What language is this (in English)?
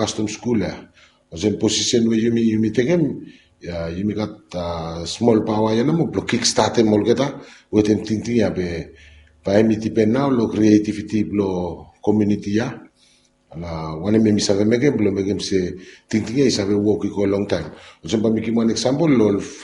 Bislama